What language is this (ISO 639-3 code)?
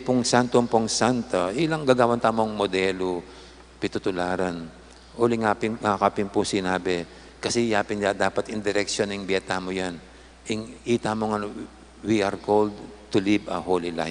pam